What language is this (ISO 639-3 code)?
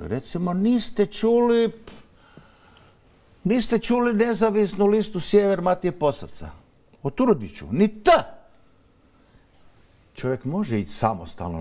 hrv